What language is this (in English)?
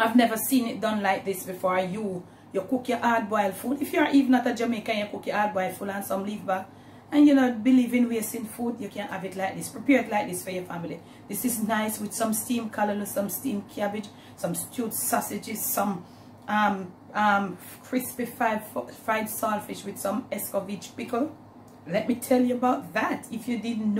Jamaican Creole English